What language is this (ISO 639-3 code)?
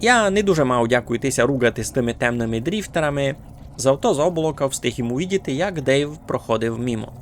rue